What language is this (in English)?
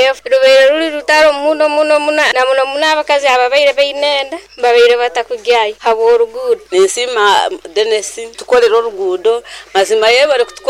Nyoro